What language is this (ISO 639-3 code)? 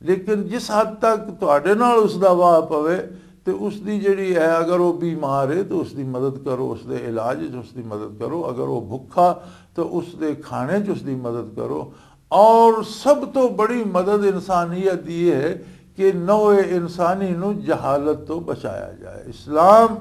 lah